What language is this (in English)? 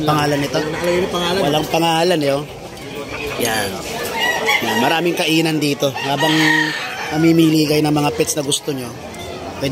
Filipino